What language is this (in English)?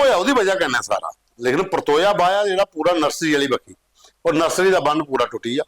Dogri